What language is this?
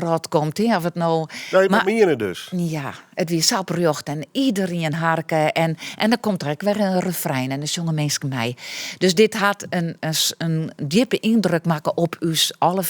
Western Frisian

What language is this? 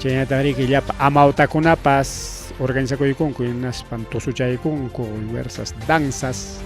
Ayacucho Quechua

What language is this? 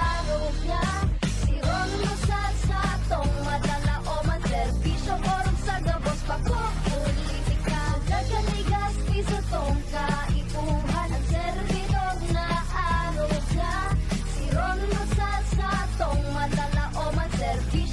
Bikol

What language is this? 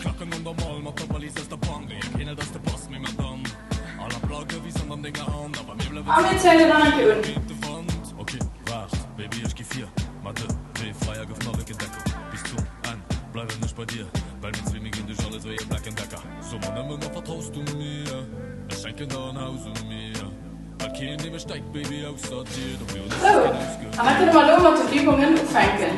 Luxembourgish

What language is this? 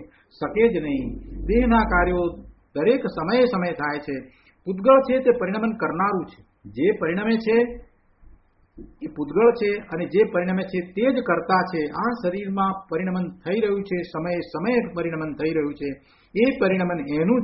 Gujarati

